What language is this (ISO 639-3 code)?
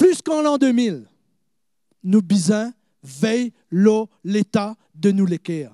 mfe